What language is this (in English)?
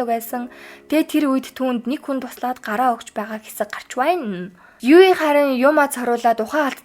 Mongolian